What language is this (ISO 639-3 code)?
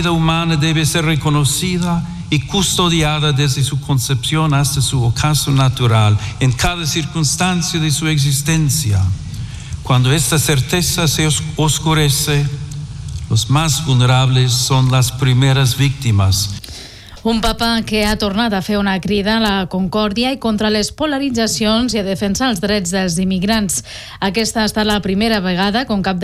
cat